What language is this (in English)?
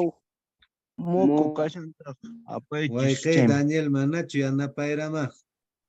Quechua